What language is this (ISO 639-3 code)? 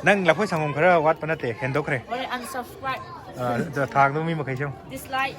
mni